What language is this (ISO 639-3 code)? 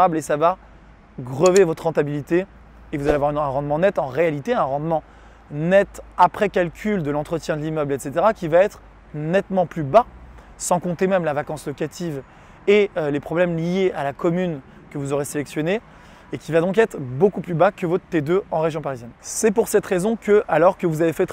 fra